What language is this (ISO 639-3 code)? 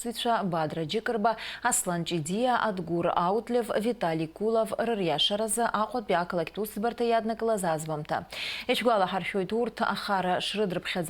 abk